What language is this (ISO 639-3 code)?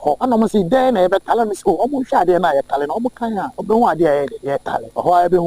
aka